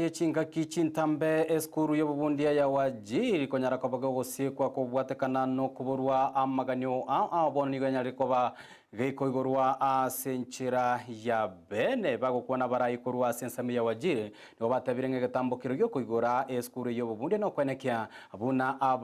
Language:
Gusii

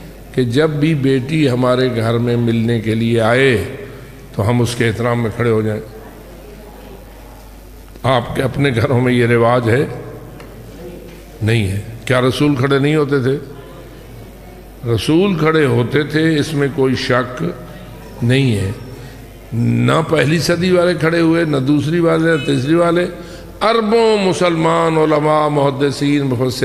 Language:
Urdu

